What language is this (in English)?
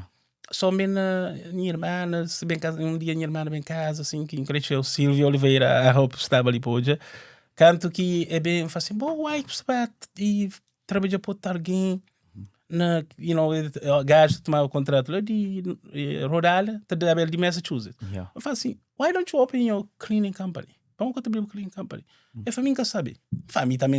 Kabuverdianu